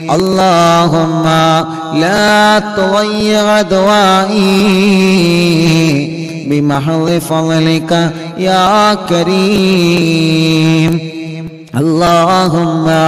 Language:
Malayalam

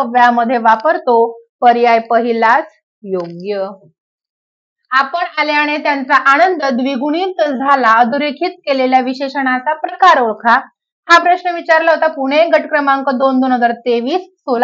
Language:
Marathi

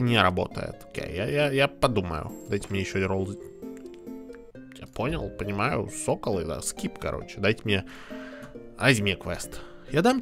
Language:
Russian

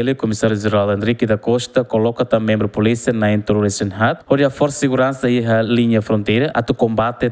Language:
Tetum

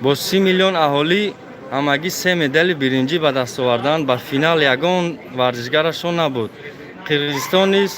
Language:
Tajik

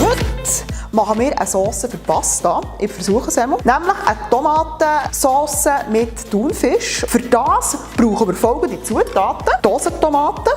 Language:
Swiss German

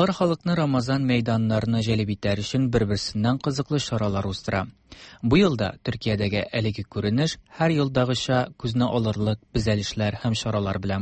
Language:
Tatar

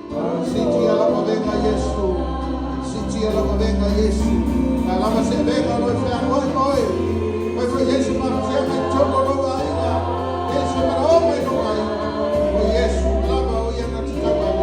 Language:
Samoan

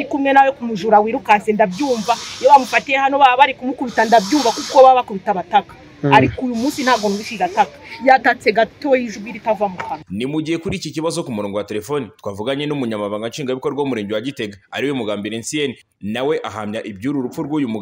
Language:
Kinyarwanda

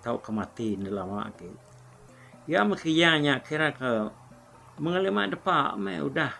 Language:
Iban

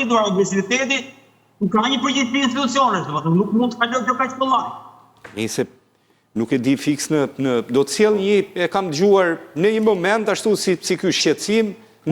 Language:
Albanian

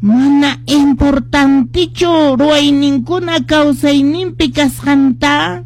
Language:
Quechua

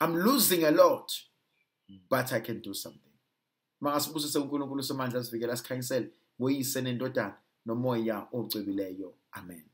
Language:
Zulu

